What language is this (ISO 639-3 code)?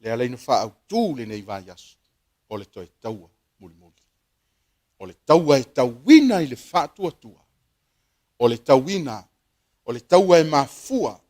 smo